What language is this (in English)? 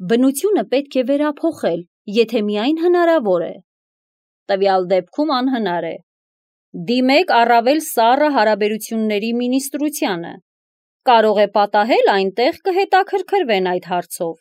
Armenian